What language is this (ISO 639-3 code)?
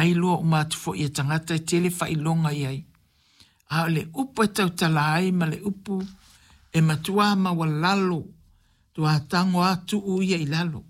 smo